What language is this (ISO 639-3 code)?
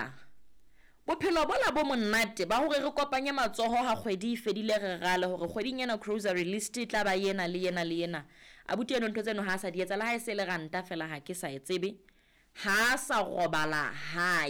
sot